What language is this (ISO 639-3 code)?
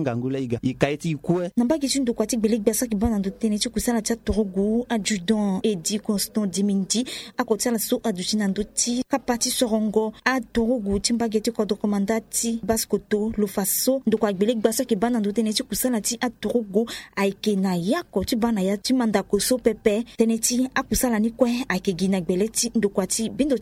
sag